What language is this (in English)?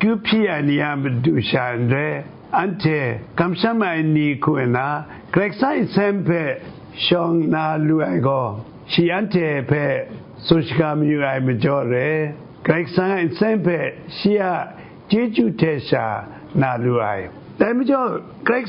Kachin